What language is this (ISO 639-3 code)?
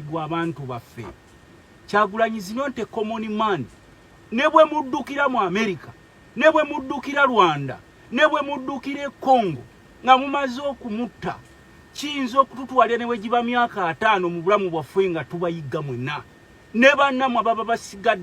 lug